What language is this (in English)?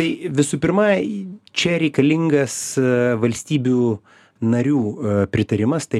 Lithuanian